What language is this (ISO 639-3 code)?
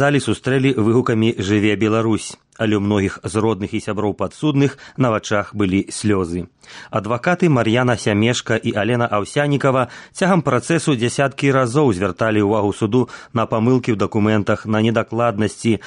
bel